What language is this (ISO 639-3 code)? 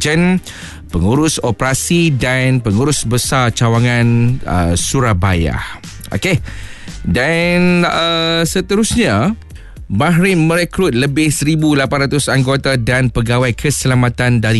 msa